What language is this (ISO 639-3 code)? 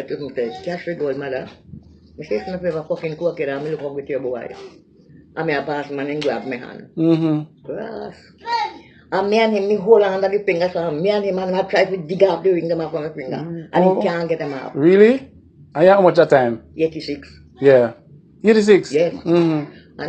jam